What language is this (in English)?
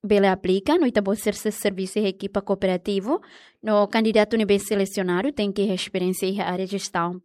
Tetum